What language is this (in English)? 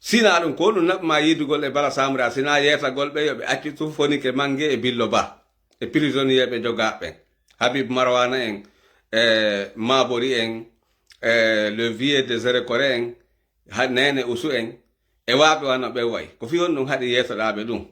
Fula